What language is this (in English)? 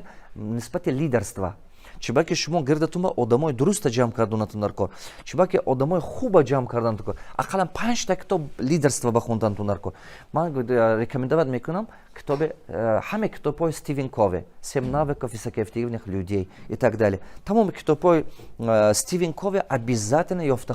Tajik